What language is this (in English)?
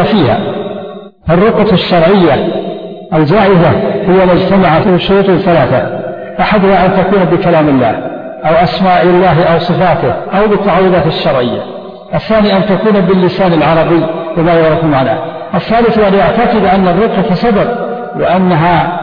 Arabic